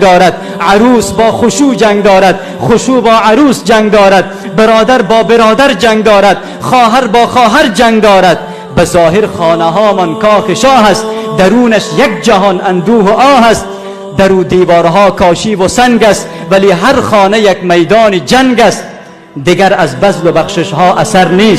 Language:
Tajik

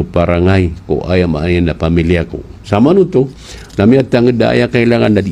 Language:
Maranao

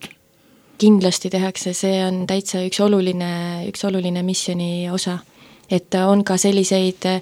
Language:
Estonian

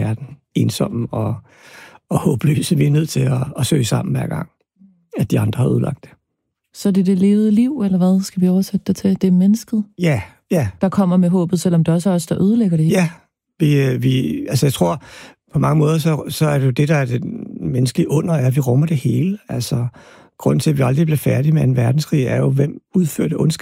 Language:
Danish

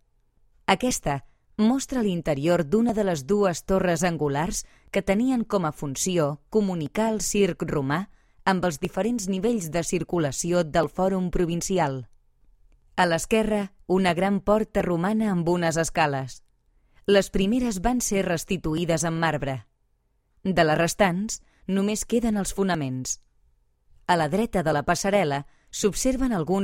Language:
Catalan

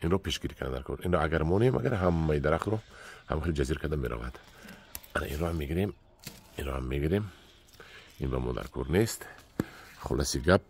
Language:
Tajik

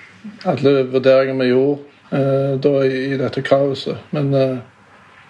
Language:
Norwegian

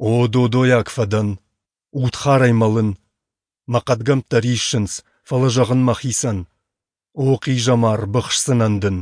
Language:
Ossetic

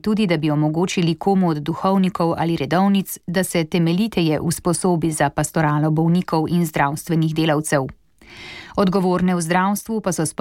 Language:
Slovenian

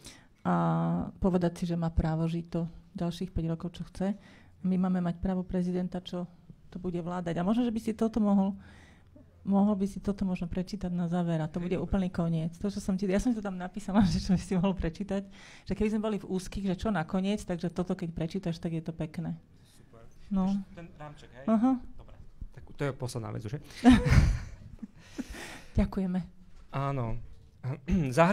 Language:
Slovak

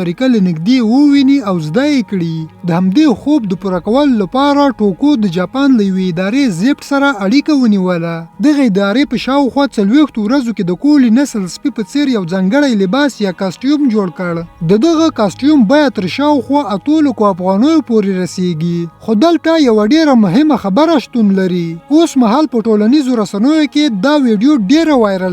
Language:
Pashto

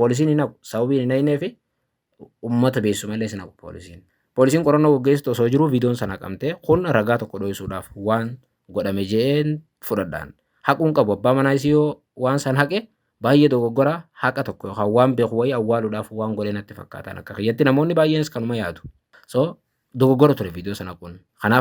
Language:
Oromo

